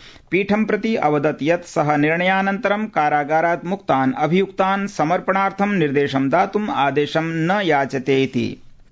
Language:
Sanskrit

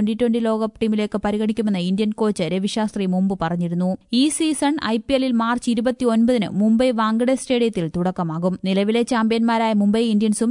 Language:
Malayalam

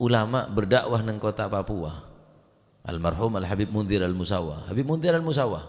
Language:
Madurese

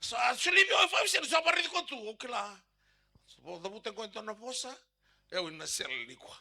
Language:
Fijian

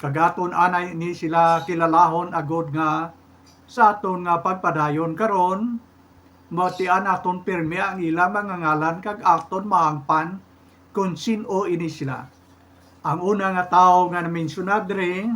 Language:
Hiligaynon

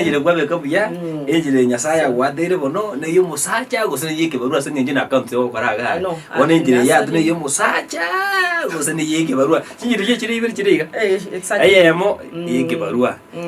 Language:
Gusii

